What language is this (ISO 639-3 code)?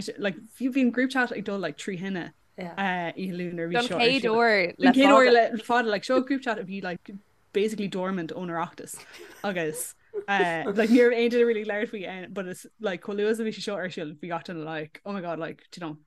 gle